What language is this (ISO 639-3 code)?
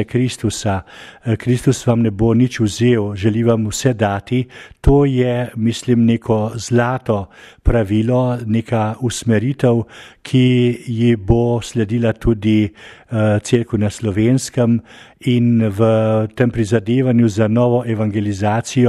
slv